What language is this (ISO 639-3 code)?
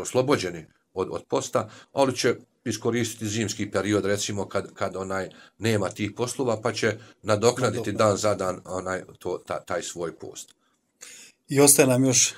bos